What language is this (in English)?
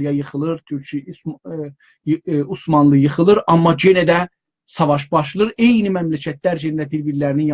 South Azerbaijani